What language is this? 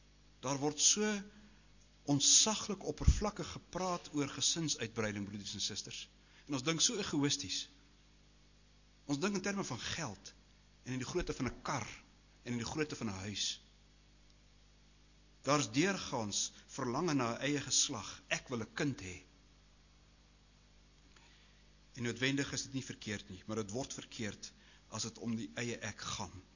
Afrikaans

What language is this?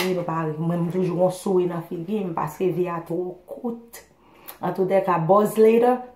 Haitian Creole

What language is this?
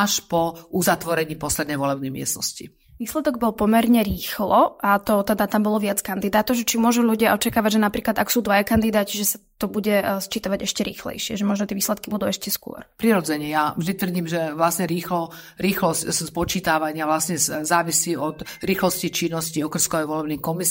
Slovak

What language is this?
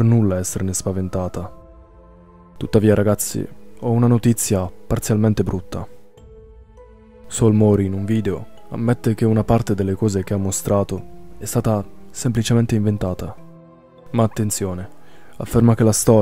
Italian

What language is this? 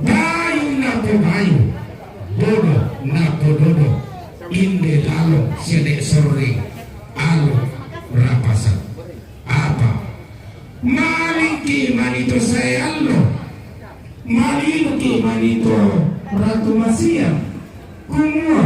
Toraja-Sa'dan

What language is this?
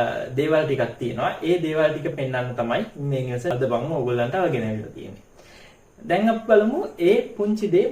Sinhala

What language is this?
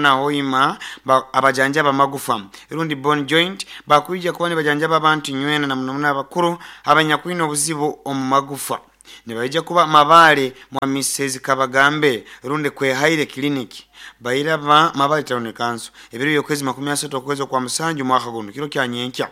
Nyoro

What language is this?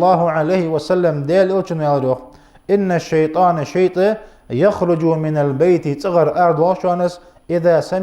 Ingush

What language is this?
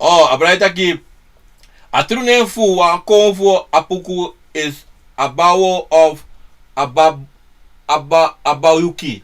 Sranan Tongo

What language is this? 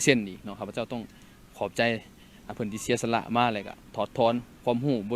Lao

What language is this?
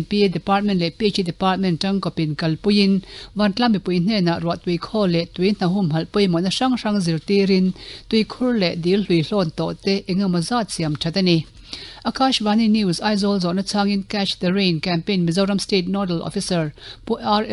Mizo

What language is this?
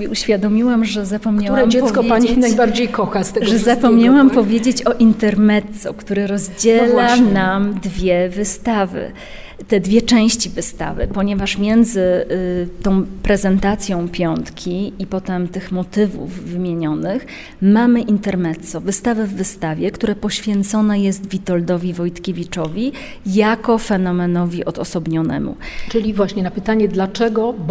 Polish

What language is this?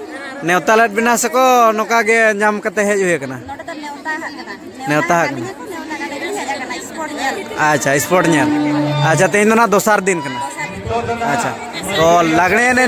Santali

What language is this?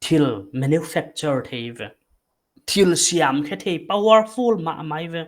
Paite Chin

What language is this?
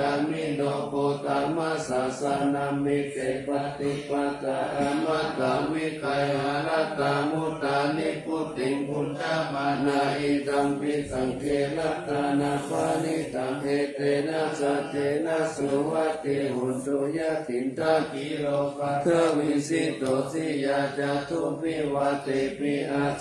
Pali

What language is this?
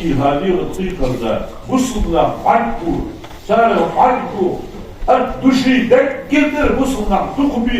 Ingush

